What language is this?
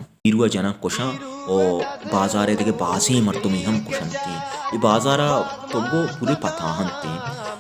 Baluchi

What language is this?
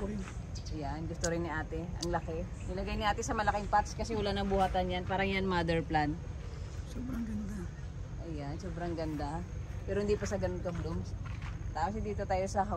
Filipino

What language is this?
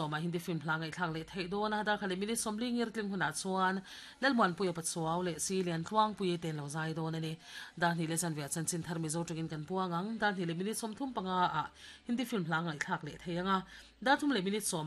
Mizo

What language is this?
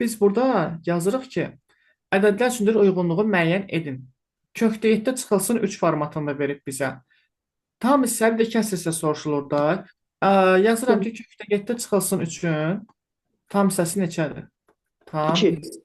Azerbaijani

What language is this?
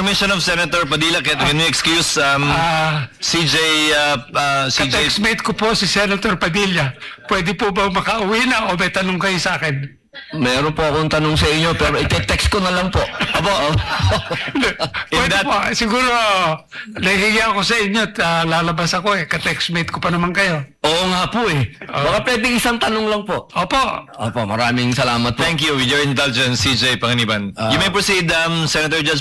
Filipino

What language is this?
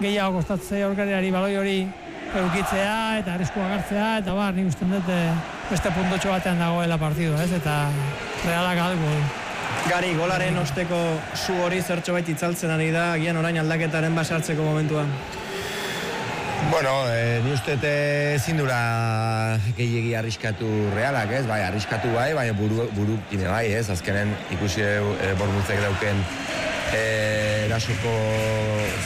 Basque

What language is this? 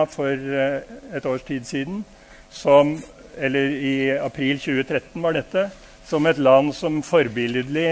Norwegian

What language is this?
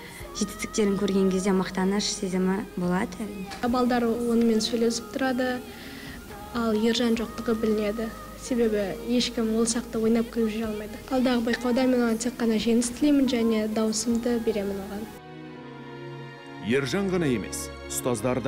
Kazakh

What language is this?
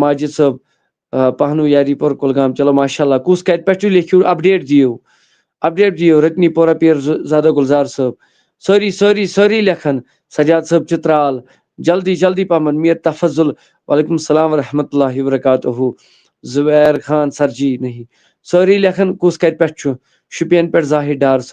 Kashmiri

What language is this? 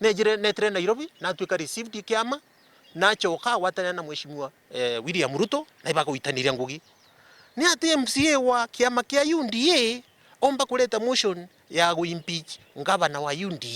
Meru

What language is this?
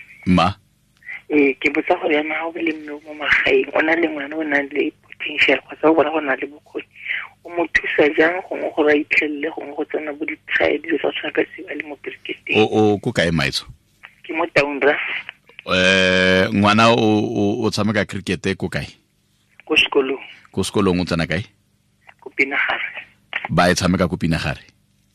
Tswana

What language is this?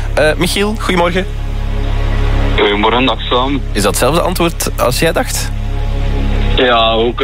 Dutch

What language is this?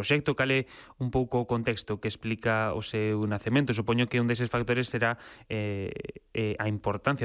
Galician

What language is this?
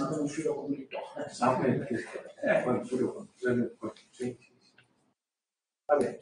Italian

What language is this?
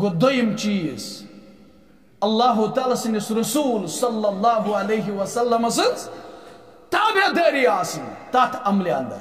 Kashmiri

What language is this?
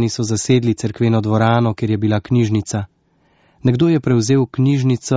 Slovenian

